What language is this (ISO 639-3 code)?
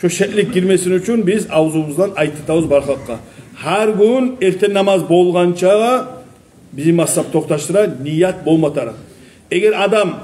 kum